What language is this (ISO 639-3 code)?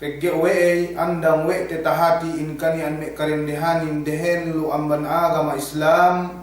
yka